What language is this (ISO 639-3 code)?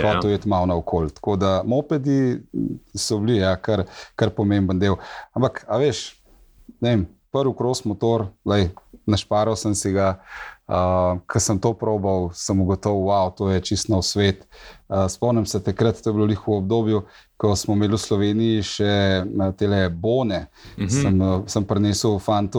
slv